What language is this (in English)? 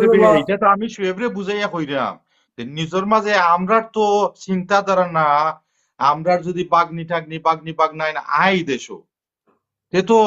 Sylheti